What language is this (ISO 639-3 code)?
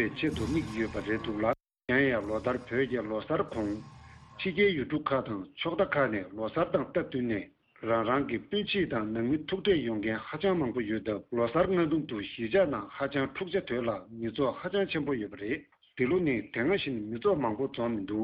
bod